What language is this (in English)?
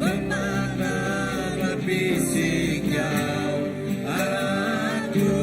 Iban